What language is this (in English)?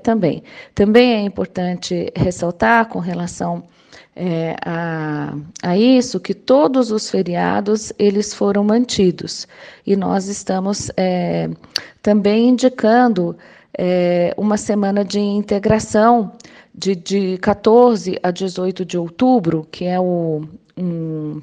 Portuguese